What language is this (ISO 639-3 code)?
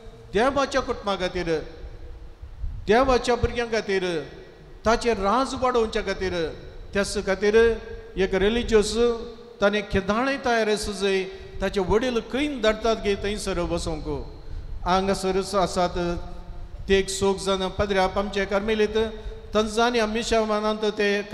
kok